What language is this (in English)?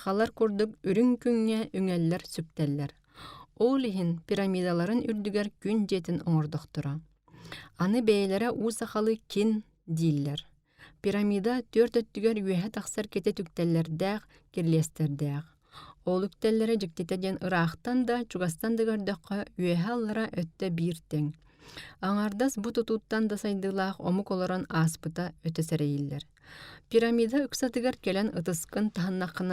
Yakut